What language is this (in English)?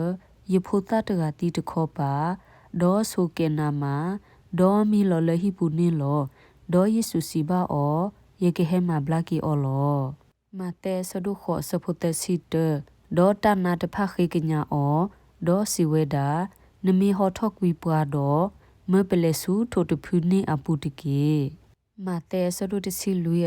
S'gaw Karen